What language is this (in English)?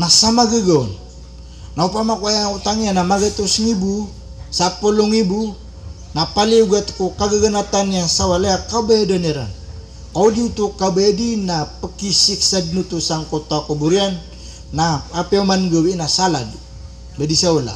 Maranao